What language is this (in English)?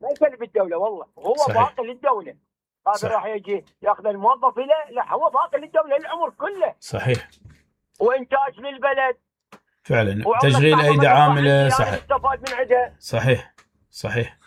Mesopotamian Arabic